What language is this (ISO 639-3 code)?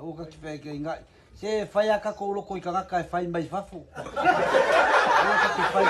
smo